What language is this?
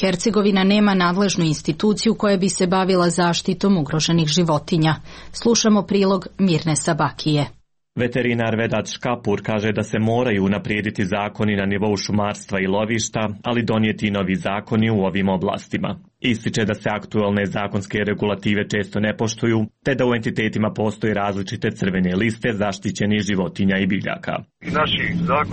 Serbian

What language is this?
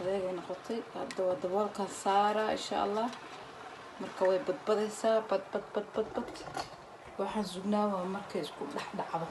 Somali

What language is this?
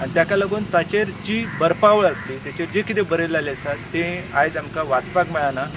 Konkani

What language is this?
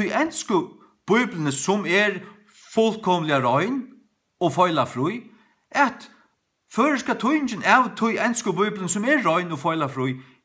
Faroese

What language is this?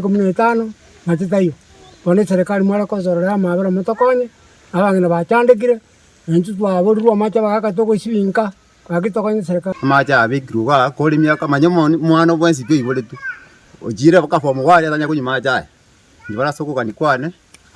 Gusii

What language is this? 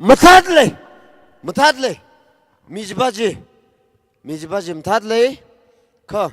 Tangkhul Naga (India)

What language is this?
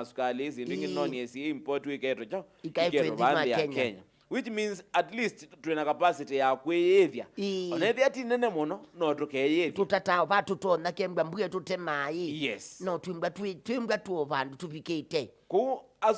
Kamba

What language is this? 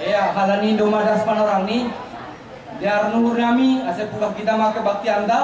Batak Simalungun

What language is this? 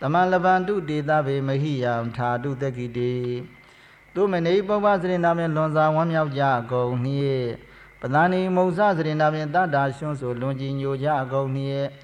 Burmese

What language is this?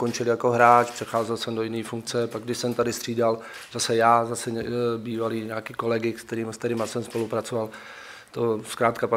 Czech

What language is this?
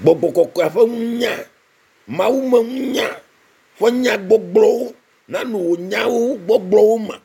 Ewe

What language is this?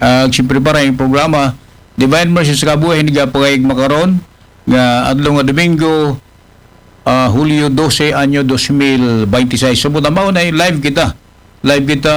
Aklanon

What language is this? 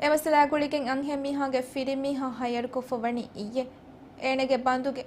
Divehi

